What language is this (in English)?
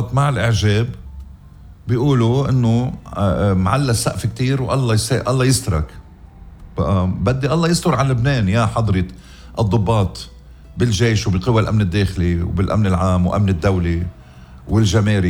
North Levantine Arabic